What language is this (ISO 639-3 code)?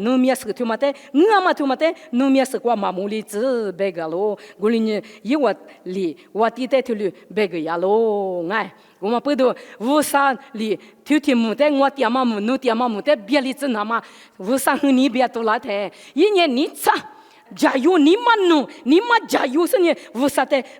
lis